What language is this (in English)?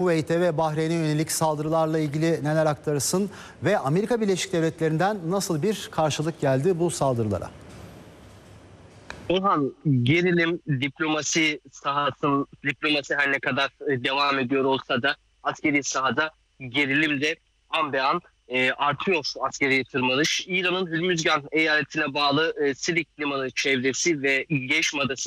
Turkish